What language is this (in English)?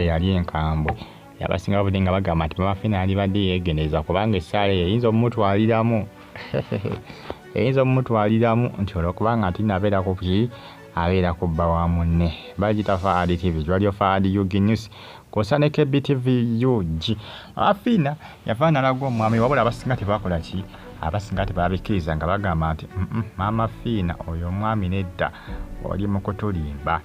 Ganda